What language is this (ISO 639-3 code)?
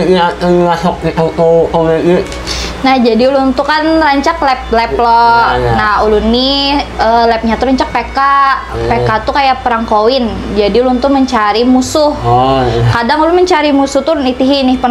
bjn